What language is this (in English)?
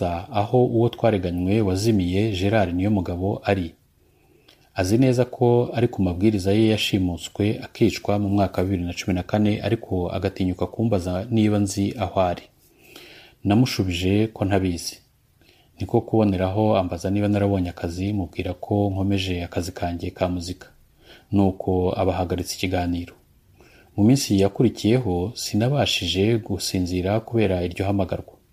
Kinyarwanda